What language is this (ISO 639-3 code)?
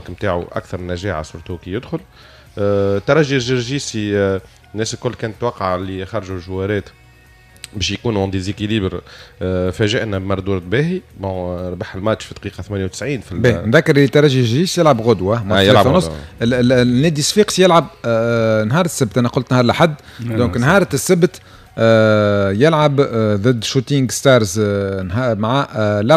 aeb